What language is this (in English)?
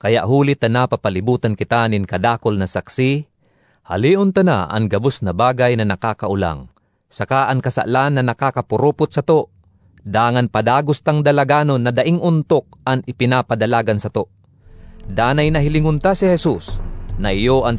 Bikol